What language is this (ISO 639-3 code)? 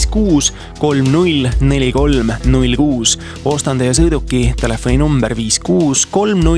est